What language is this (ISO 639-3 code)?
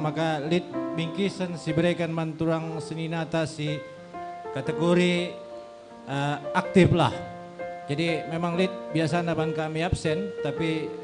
btx